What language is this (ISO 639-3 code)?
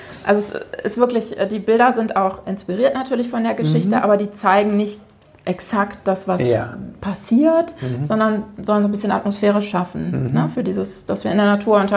deu